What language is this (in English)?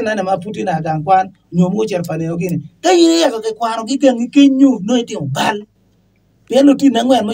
Acoli